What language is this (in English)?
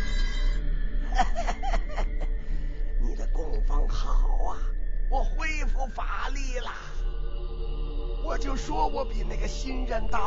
Chinese